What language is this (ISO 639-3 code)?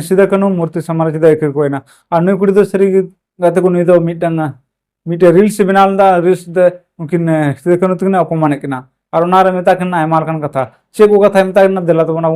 sat